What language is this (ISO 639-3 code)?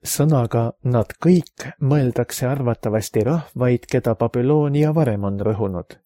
est